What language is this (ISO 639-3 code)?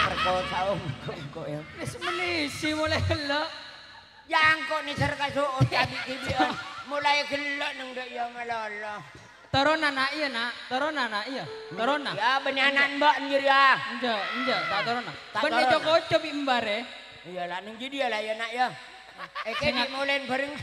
mad